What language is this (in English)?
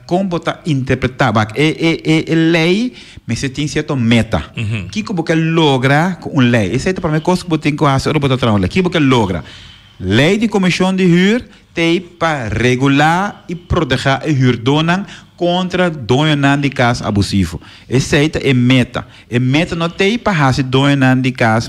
Papiamento